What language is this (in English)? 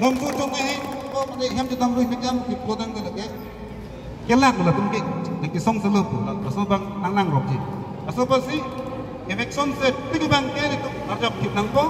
Karbi